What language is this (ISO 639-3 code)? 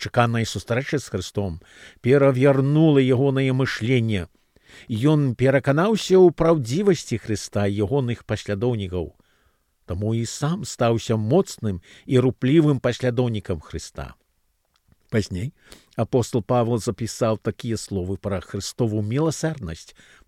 bel